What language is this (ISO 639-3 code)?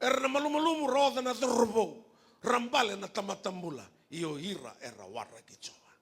fij